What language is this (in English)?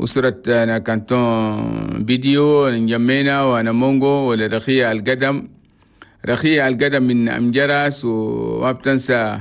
Chadian Arabic